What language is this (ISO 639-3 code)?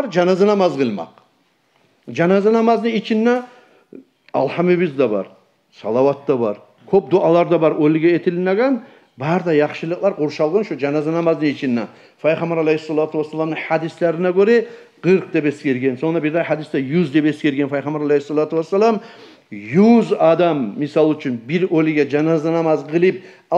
kum